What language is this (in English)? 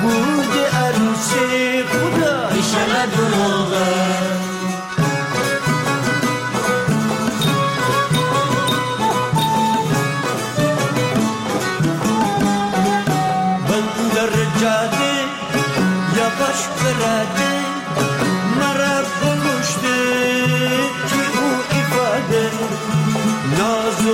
Persian